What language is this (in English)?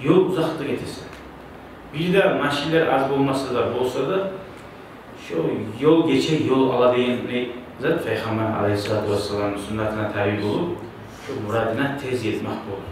Kumyk